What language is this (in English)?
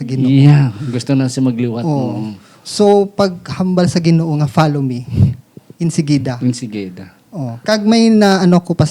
Hiligaynon